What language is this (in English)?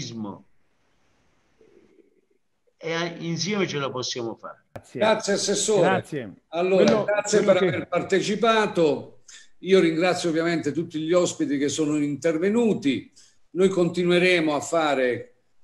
Italian